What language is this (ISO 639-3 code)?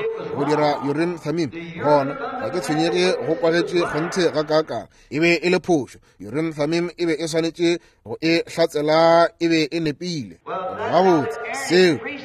nso